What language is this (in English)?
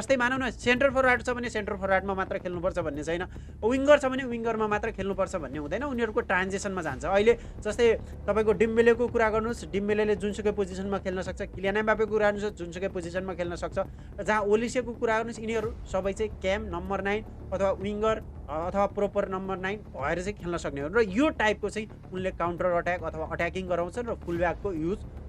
Nepali